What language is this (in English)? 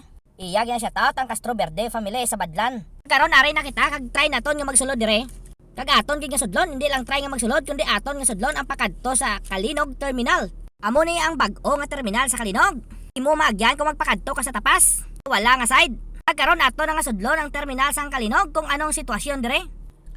Hiligaynon